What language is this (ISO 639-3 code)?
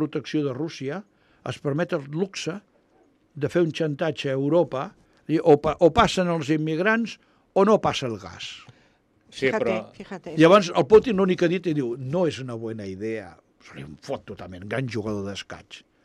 cat